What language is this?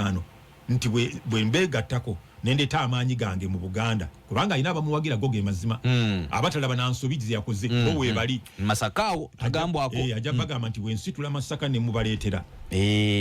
Ganda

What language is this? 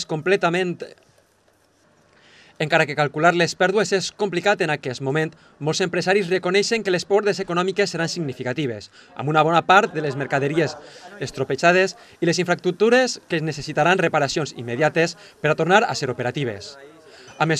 Catalan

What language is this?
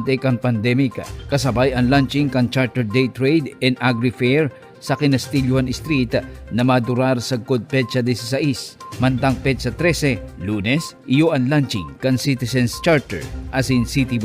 Bikol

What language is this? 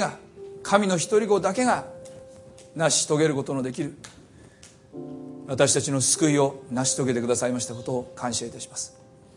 Japanese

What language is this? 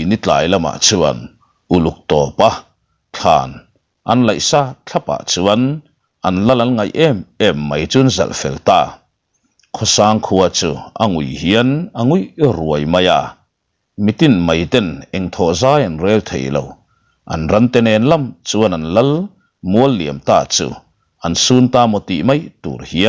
Mizo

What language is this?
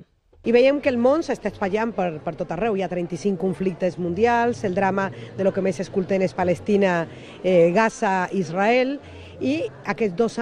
Catalan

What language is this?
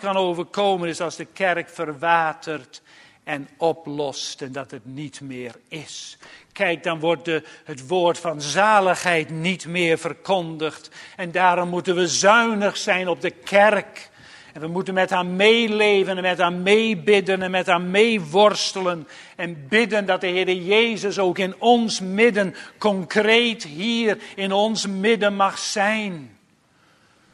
Dutch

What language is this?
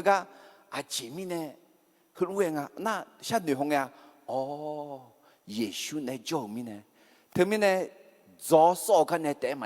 Akha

